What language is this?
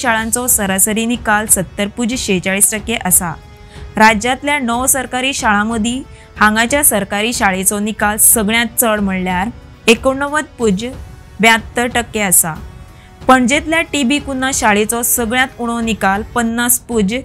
Konkani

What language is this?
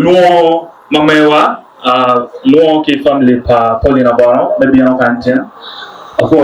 Acoli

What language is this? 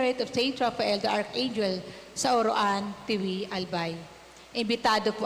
Bikol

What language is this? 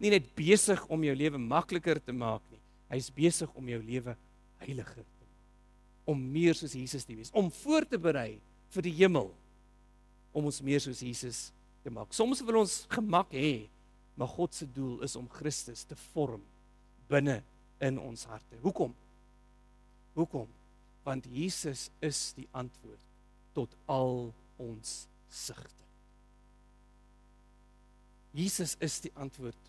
Afrikaans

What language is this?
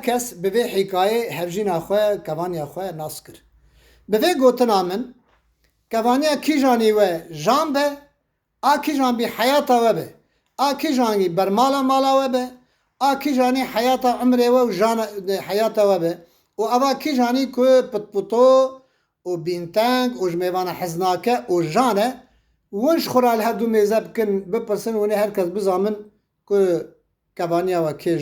Kurdish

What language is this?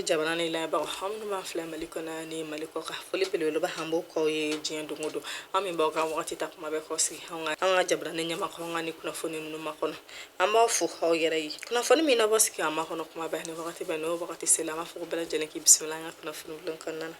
Bambara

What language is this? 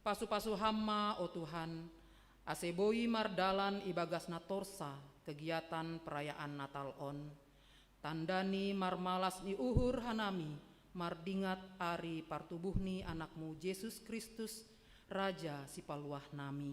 Batak Simalungun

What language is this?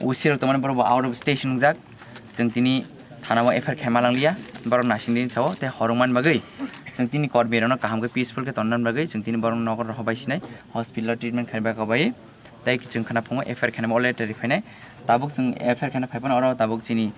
Kok Borok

